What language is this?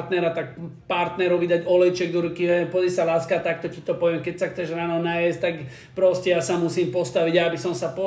Slovak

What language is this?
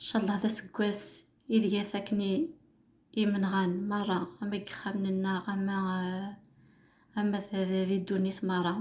Kabyle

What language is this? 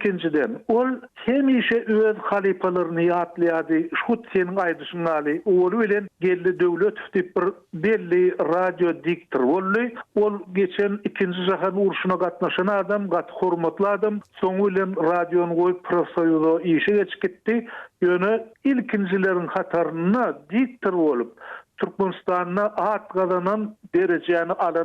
Turkmen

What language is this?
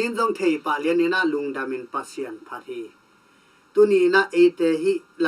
Tedim Chin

